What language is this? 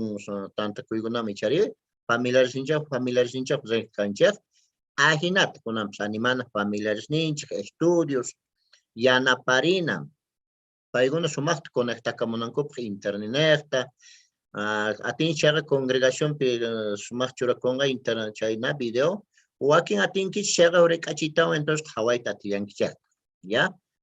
Quechua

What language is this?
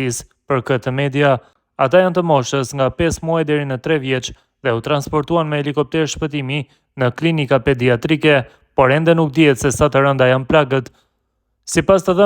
Albanian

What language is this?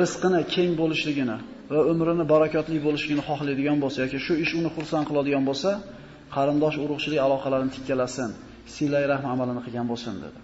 Uzbek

